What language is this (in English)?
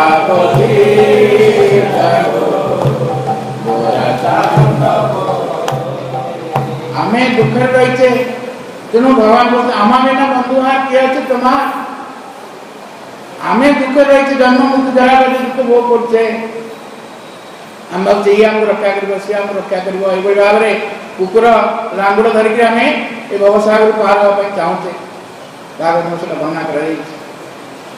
Odia